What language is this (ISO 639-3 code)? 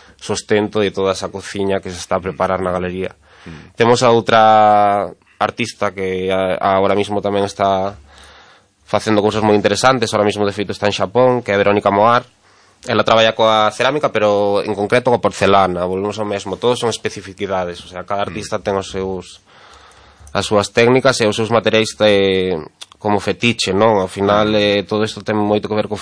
glg